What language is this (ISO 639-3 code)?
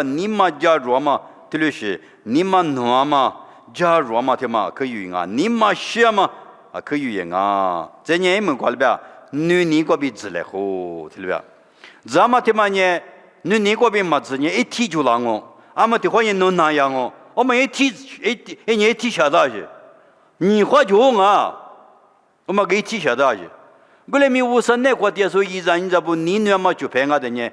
lis